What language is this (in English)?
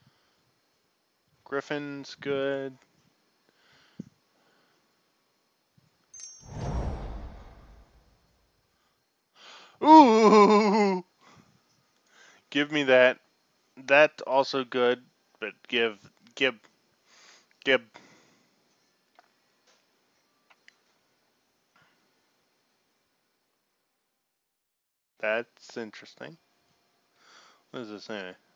English